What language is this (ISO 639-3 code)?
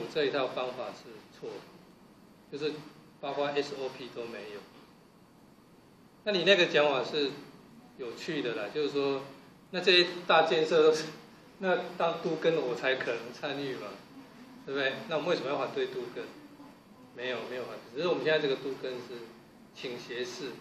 zho